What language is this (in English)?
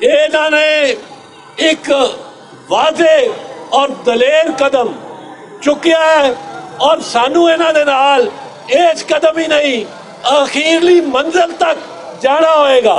Western Panjabi